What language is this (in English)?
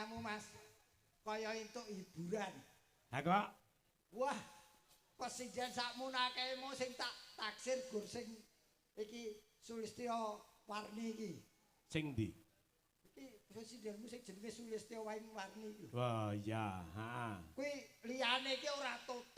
Javanese